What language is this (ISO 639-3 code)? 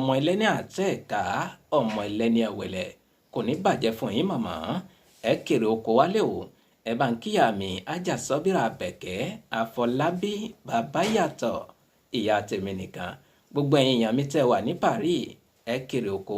yor